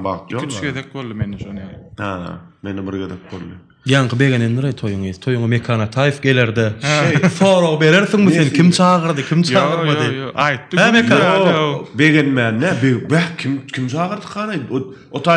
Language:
Turkmen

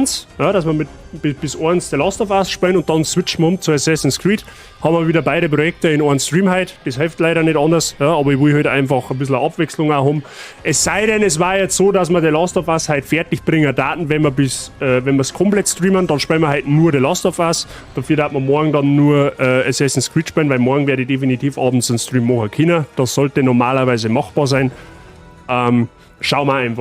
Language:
Bavarian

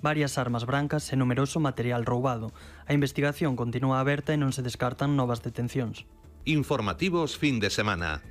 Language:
Galician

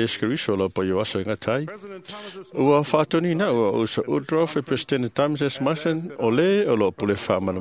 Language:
Samoan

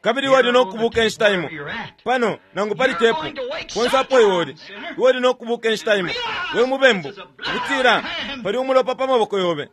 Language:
Bemba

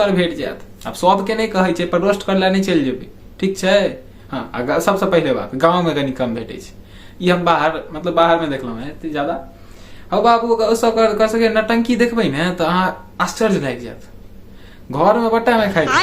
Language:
Maithili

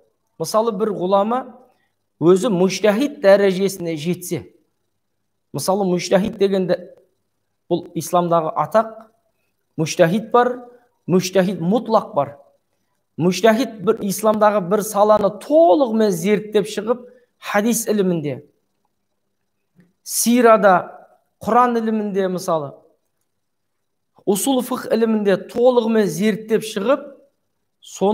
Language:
Kazakh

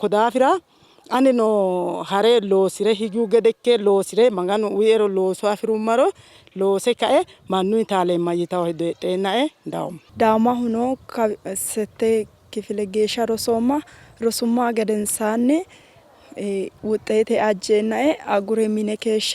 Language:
Sidamo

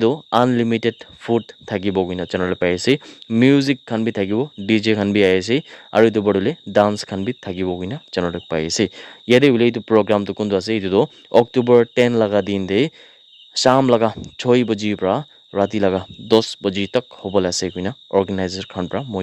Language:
Naga Pidgin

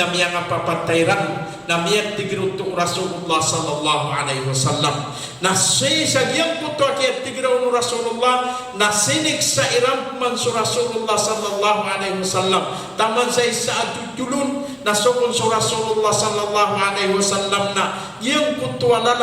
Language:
Maranao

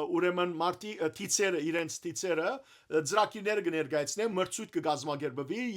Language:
Western Armenian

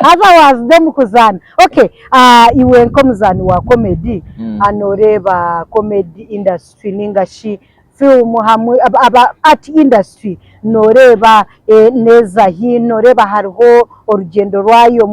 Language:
Nyankole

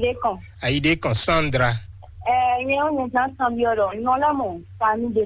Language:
Fon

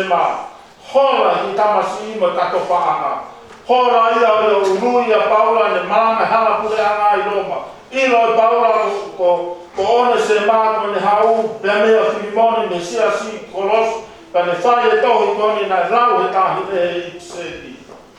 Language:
Tongan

